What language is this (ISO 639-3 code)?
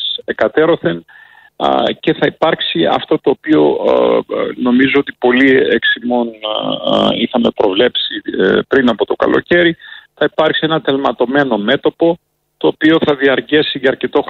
ell